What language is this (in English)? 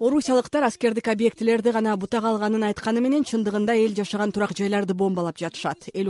Kyrgyz